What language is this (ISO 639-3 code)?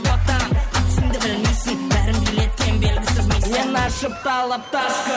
kaa